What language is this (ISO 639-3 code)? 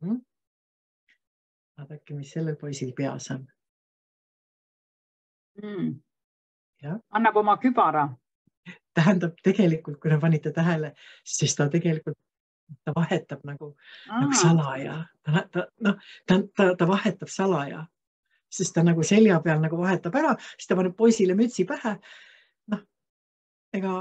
est